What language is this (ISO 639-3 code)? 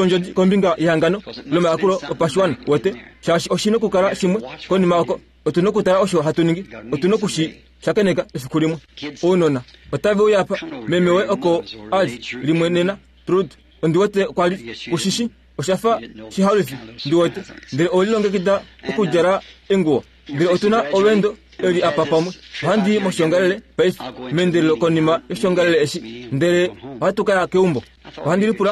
kua